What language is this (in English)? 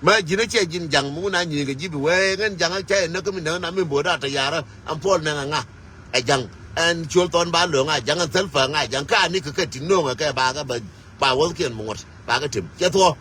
Nuer